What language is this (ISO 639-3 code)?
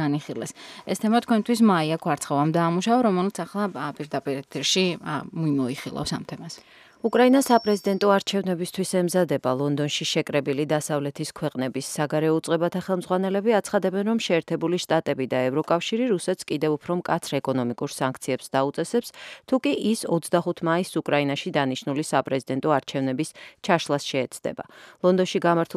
kat